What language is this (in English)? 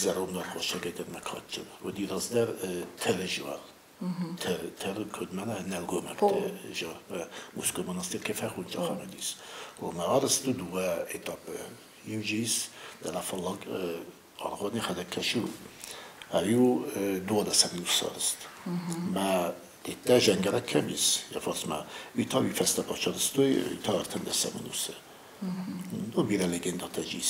Ossetic